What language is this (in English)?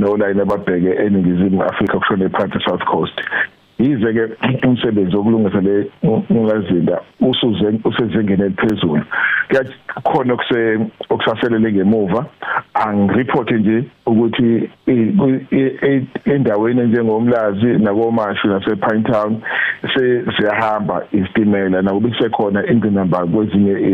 Zulu